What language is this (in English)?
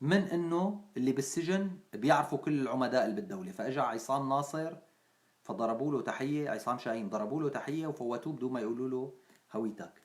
North Levantine Arabic